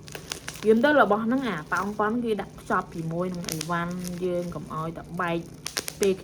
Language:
Khmer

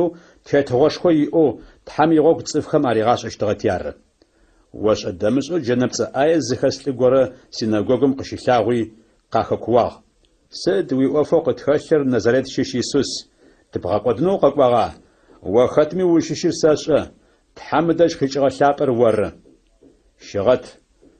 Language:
Adyghe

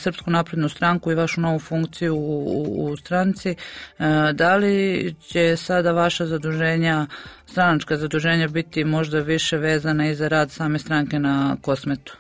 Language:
Serbian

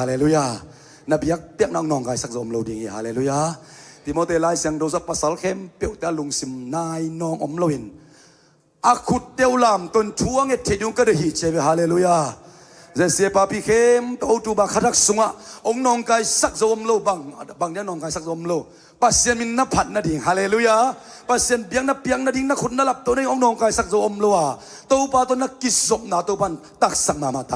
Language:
Tedim Chin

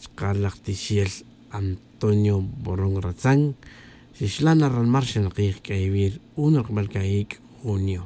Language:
Tz'utujil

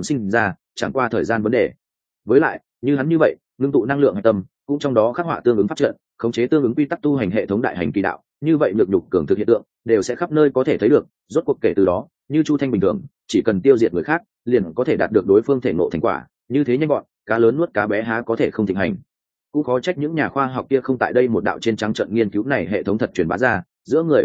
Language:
Vietnamese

